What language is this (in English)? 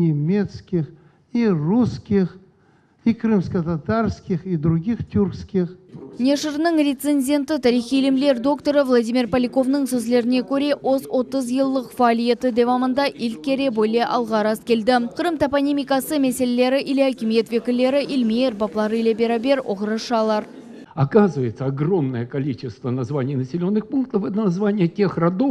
Crimean Tatar